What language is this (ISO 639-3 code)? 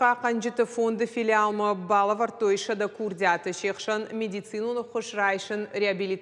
oss